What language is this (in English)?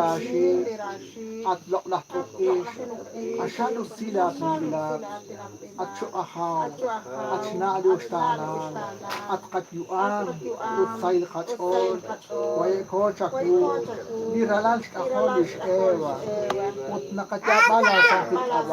Kekchí